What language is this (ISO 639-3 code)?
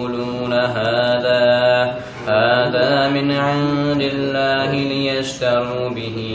kum